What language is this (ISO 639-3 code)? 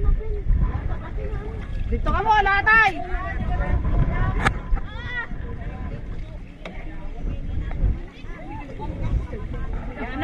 fil